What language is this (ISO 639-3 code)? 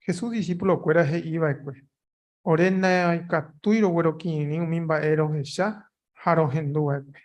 grn